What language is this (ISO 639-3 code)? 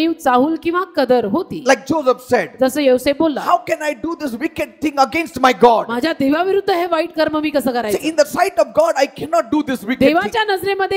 mar